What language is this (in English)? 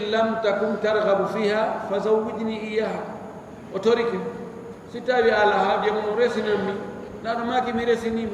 Fula